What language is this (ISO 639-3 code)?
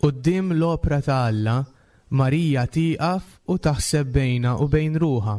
mlt